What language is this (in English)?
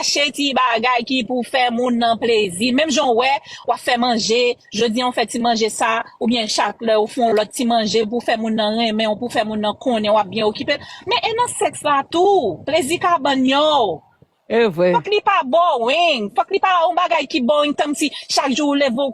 Haitian Creole